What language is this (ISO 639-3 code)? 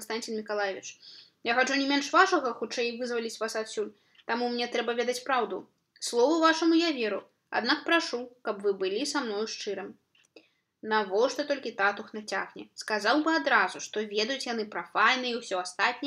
bel